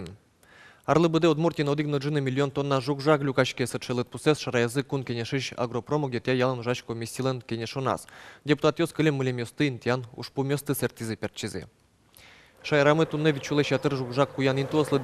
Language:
Udmurt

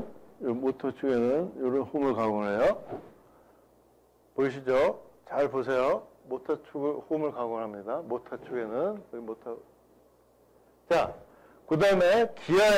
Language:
Korean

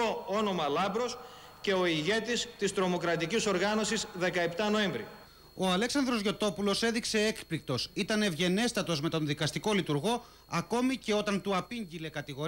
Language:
Greek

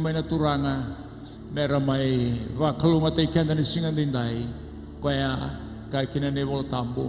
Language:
Fijian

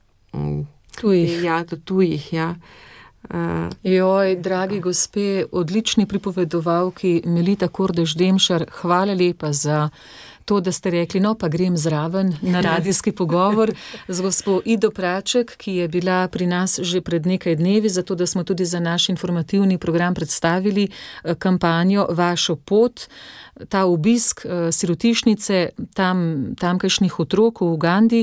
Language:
Slovenian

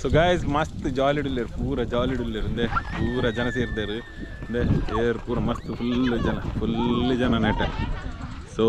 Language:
Tulu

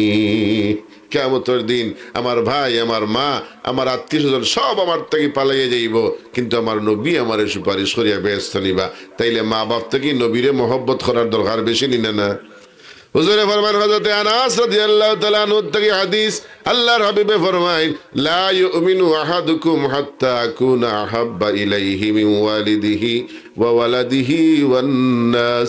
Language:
Sylheti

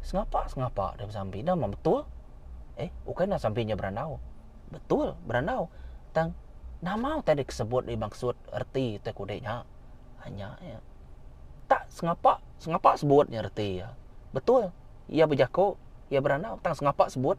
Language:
Iban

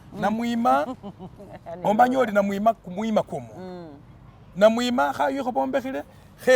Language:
Masaaba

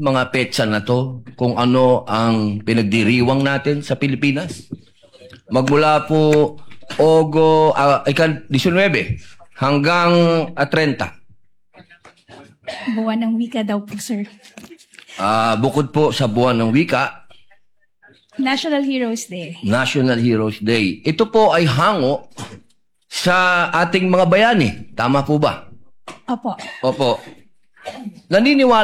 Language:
Filipino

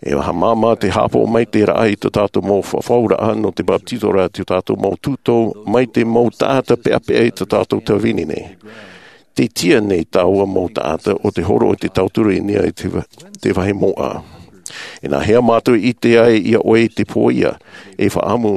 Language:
Tahitian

